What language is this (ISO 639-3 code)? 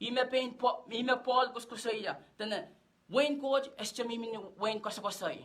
pon